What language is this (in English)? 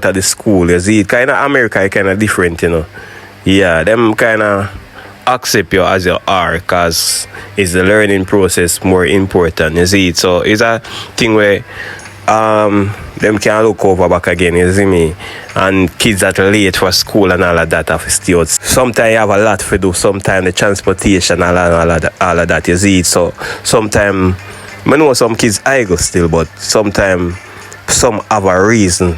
Jamaican Creole English